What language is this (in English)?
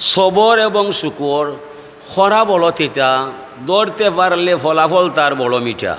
Sylheti